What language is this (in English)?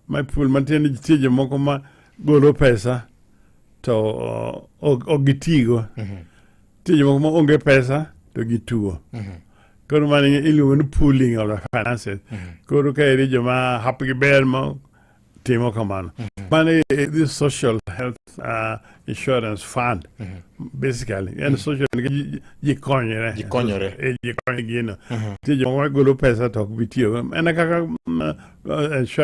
Luo (Kenya and Tanzania)